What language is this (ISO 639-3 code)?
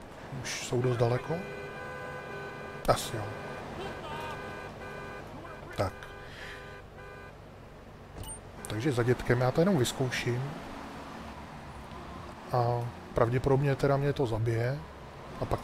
ces